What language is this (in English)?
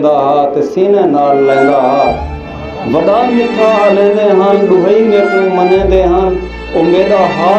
Saraiki